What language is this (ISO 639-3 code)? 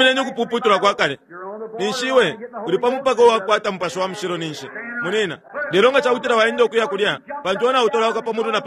bem